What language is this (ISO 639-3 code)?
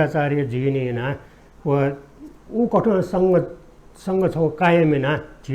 new